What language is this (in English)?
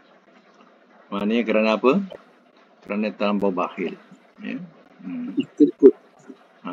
Malay